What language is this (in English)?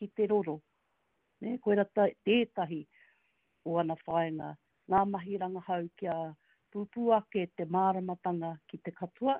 Māori